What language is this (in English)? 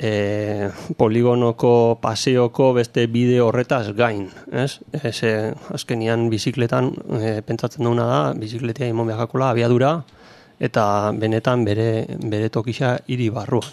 Basque